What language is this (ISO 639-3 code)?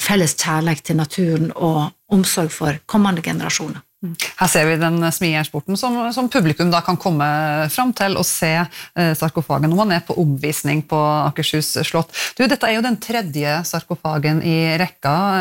nor